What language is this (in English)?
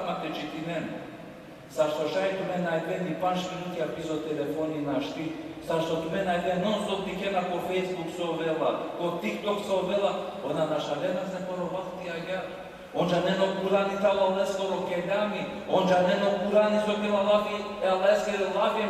Balkan Romani